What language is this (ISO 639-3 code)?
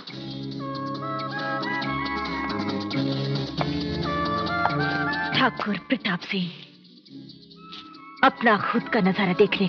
hin